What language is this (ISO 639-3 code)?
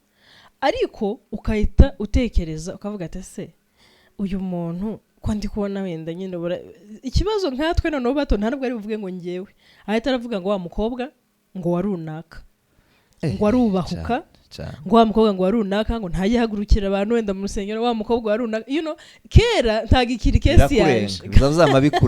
kin